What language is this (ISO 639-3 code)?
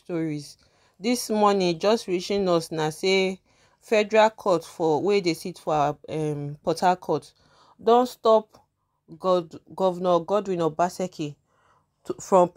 pcm